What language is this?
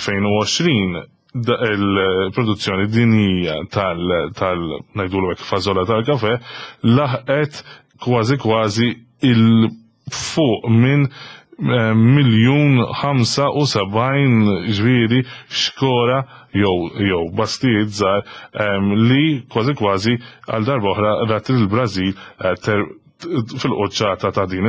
Maltese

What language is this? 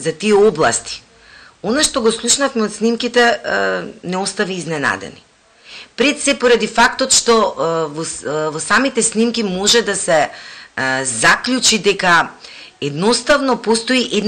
Macedonian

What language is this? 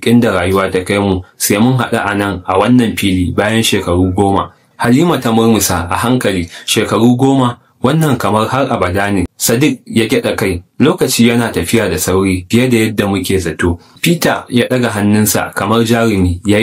Hausa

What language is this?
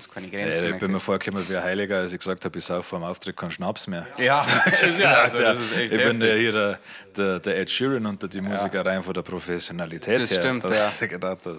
Bavarian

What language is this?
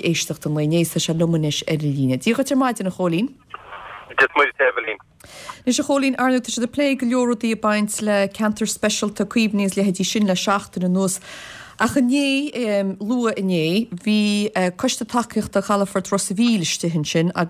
Irish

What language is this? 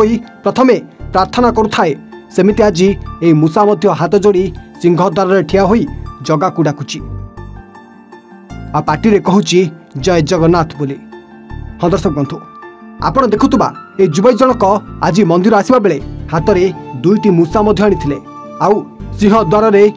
Odia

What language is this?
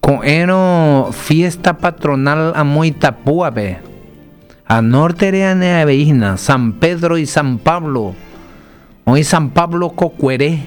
Guarani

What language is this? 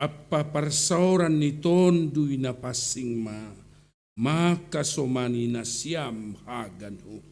Batak Simalungun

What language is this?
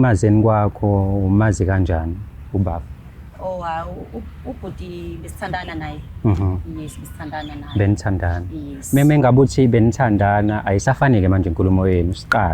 Zulu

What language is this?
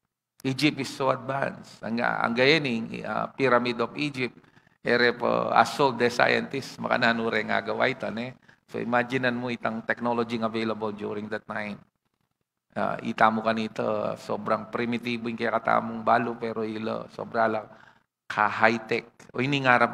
Pampanga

